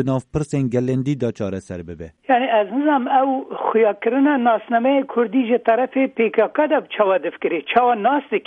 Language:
Kurdish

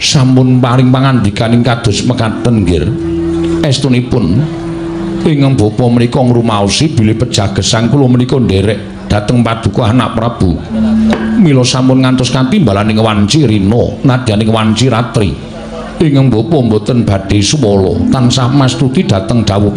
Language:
Javanese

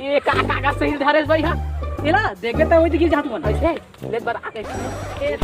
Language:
Chhattisgarhi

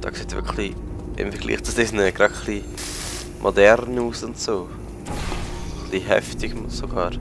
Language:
Swiss German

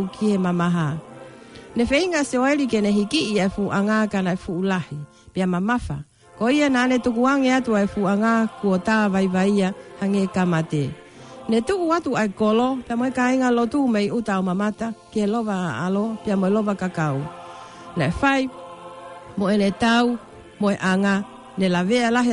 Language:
Tongan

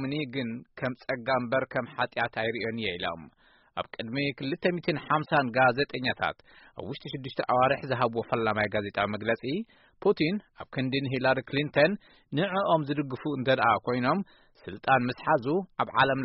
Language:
Tigrinya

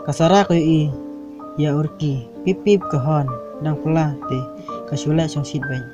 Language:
Khasi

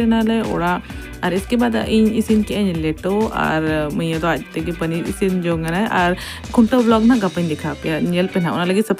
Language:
Santali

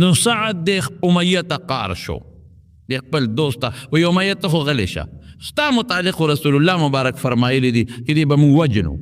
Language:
Pashto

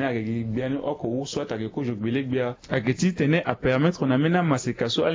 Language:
Sango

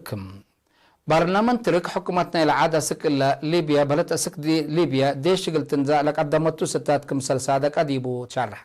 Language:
Tigre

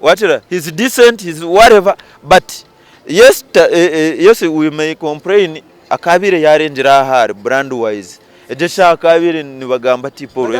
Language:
Nyankole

